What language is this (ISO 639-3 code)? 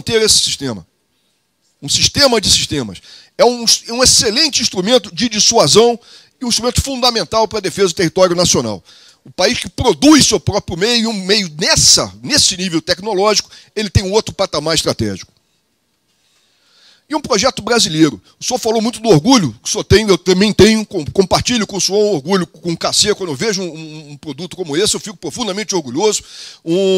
por